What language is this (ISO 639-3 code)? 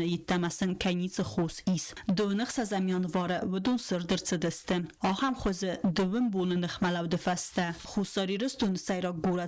oss